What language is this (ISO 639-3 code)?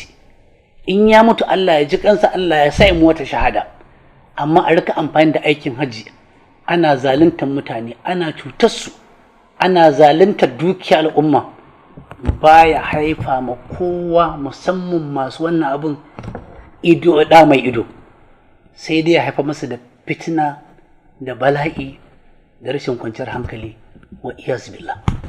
hau